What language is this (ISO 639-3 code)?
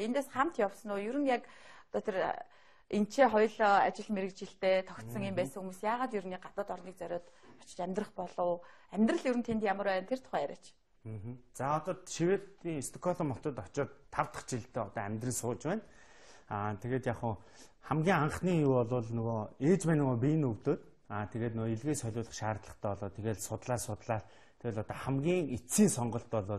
mon